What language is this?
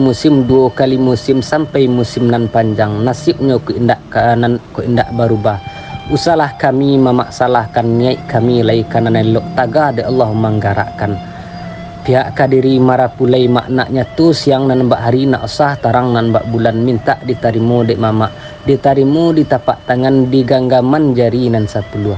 Minangkabau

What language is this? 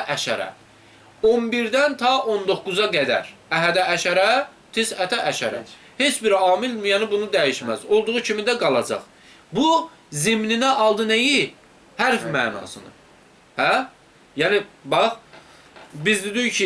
Azerbaijani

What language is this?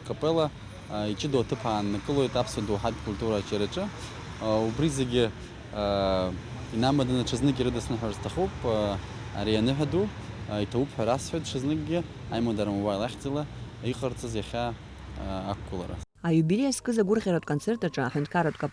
Abkhazian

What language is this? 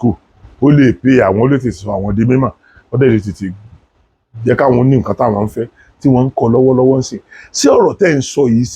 Yoruba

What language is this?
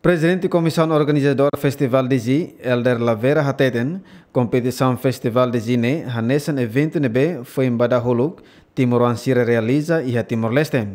Tetum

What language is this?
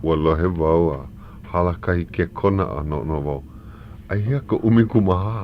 Hawaiian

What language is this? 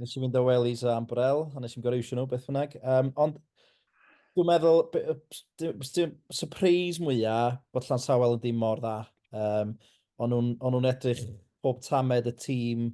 Welsh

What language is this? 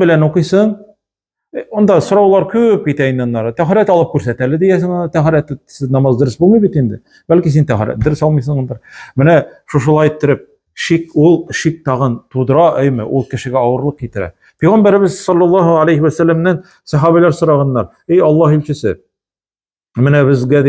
Tatar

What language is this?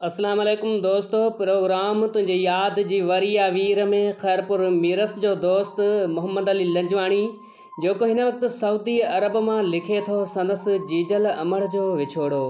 Sindhi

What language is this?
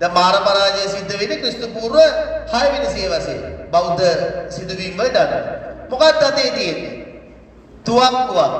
Sinhala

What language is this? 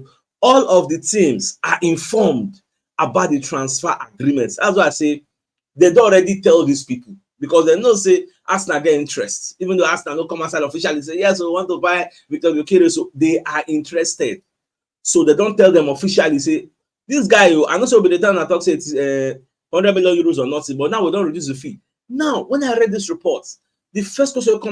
Nigerian Pidgin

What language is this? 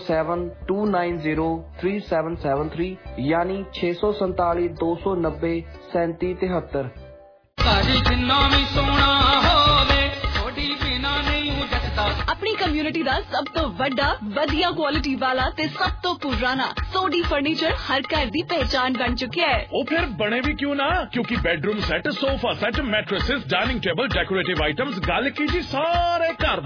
Punjabi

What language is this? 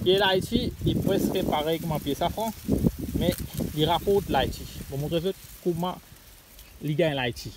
Morisyen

